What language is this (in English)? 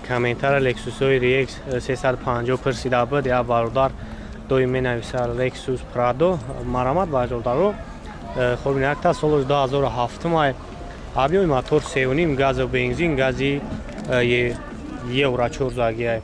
Tajik